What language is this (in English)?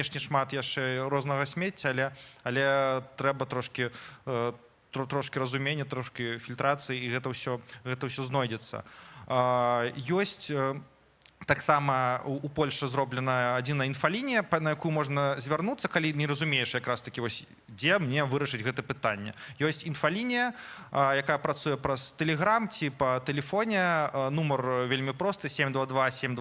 Belarusian